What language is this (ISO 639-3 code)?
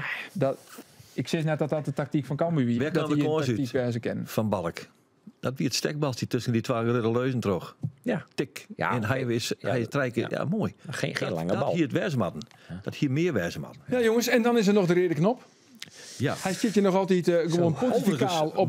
fry